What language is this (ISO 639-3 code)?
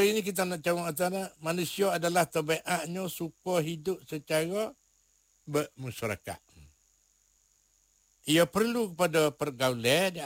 msa